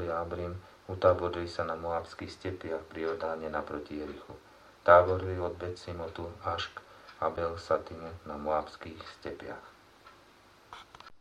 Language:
Slovak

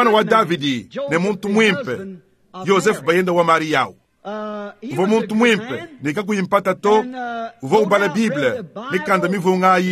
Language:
Luba-Lulua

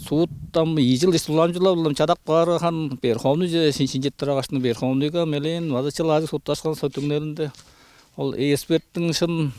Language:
Tuvinian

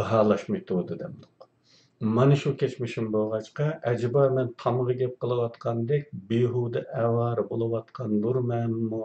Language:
Uyghur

